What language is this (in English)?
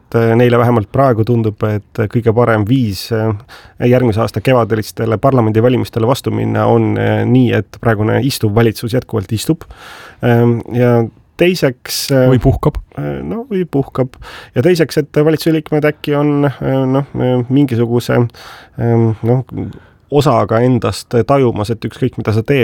Estonian